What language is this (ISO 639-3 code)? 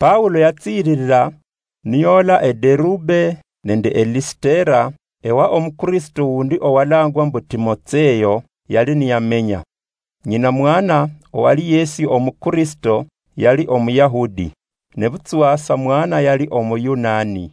luy